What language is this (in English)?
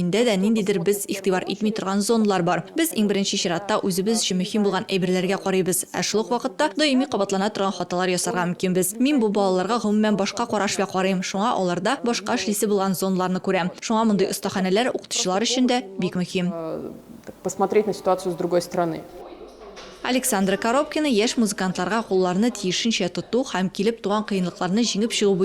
Tatar